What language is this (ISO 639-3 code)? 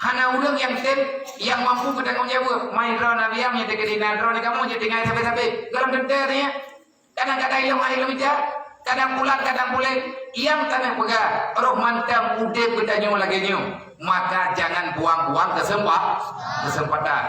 ace